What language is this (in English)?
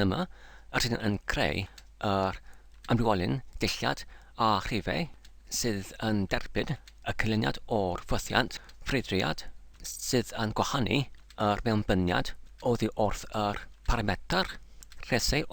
Welsh